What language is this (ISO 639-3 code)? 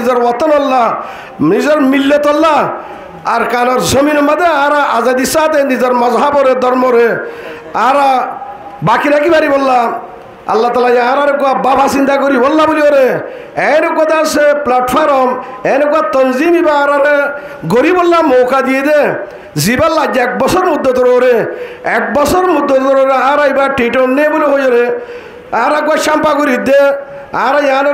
rhg